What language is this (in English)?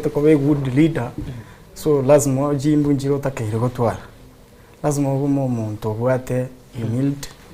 Gusii